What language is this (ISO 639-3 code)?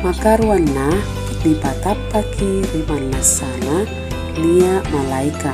mak